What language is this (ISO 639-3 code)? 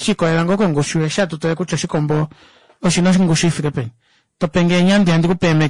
kua